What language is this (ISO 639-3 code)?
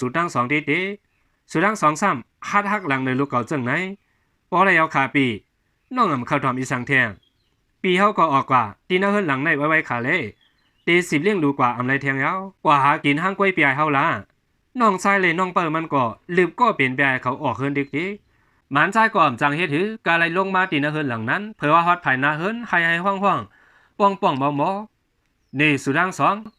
shn